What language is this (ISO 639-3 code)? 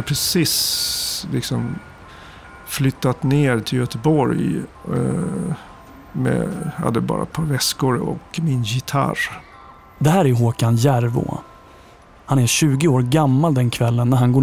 swe